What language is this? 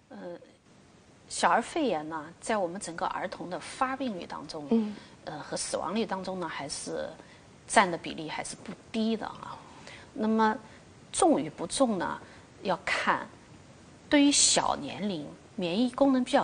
Chinese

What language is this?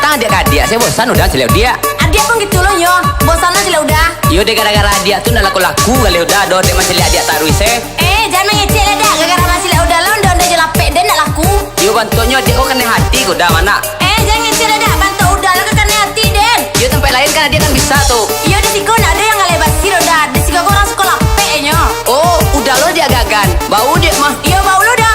Minangkabau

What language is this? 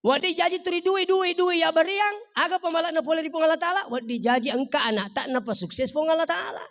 Buginese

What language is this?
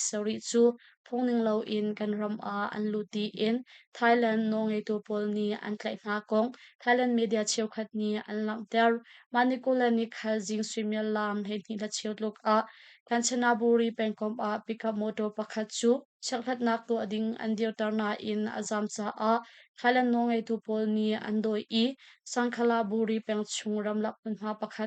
Hakha Chin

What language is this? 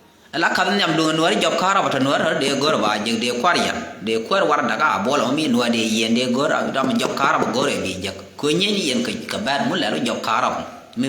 Nuer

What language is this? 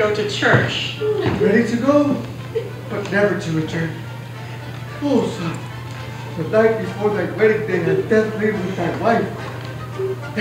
English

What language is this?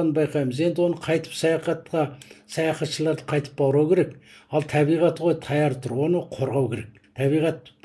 Kazakh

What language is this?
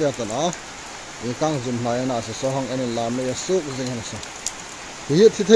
Hmar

